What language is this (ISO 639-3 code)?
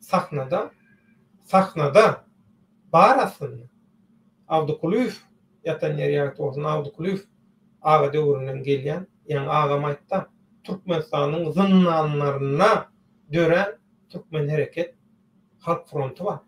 tuk